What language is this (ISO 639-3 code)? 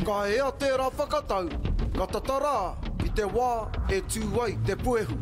mri